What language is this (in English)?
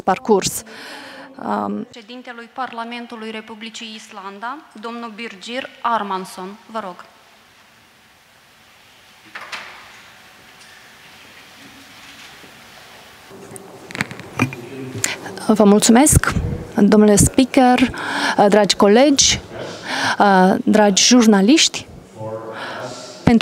Romanian